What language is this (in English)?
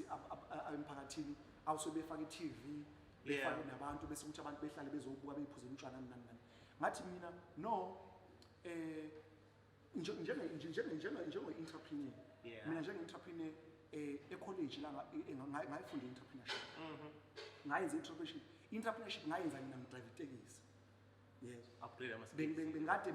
Zulu